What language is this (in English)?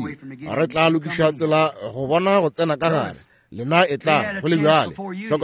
Northern Sotho